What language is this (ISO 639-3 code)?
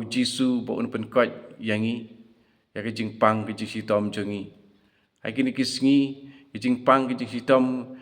kha